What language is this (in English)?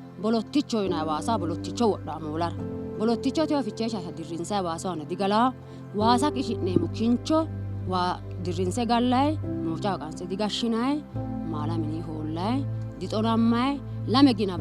Sidamo